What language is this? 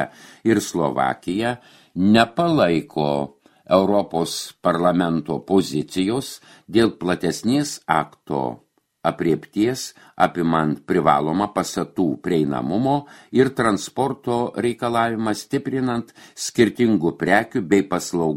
Lithuanian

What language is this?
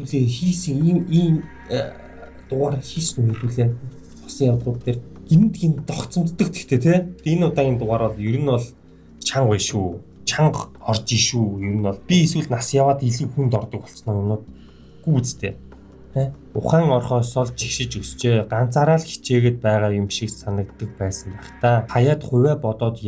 Mongolian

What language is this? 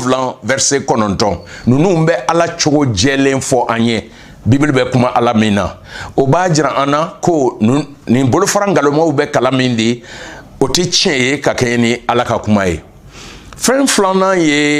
Bambara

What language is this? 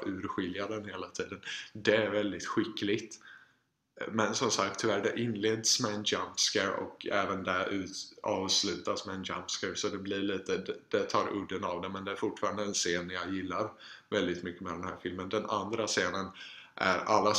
Swedish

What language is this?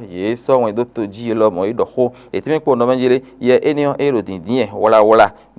Fon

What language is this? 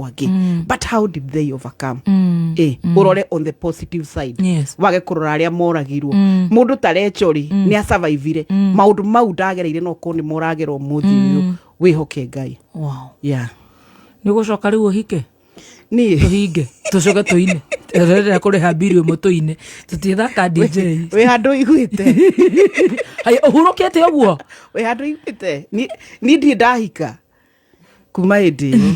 Kikuyu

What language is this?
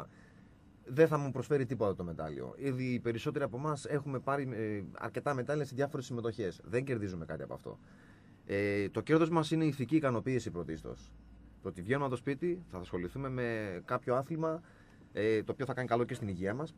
Greek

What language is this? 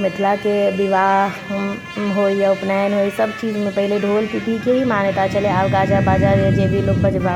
Maithili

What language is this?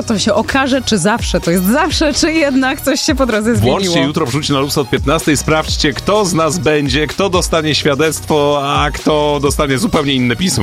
Polish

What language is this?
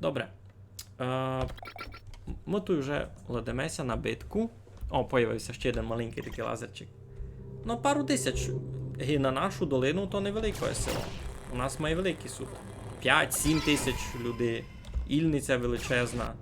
Rusyn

